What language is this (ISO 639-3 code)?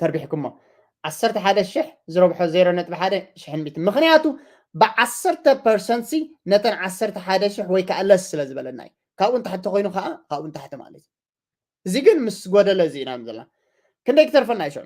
tir